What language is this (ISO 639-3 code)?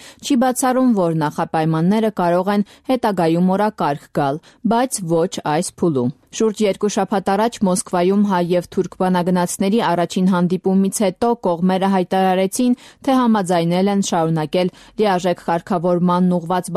hye